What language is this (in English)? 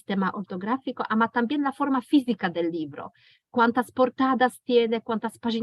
Ladino